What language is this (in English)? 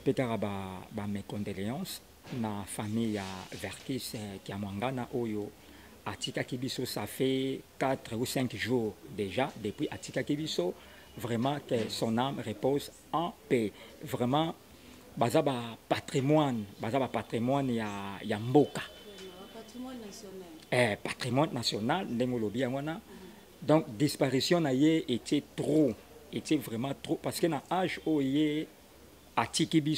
Lingala